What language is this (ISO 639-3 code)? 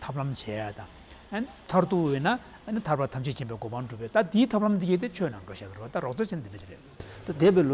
bod